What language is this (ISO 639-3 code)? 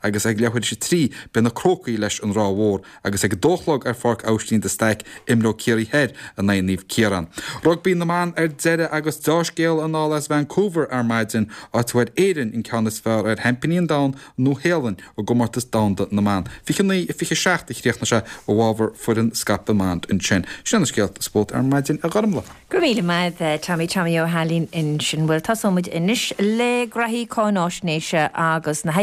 gle